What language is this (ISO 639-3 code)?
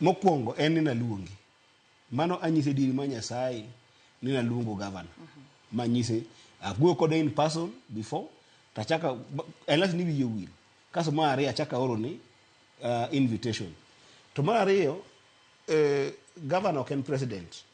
luo